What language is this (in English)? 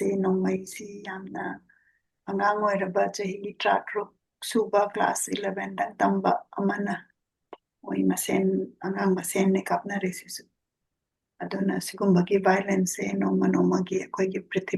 Manipuri